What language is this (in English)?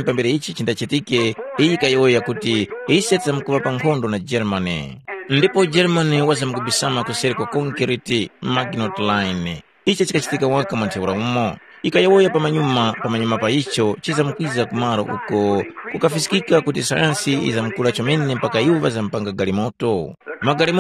Tumbuka